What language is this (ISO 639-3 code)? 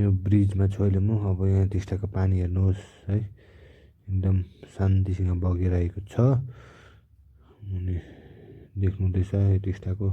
nep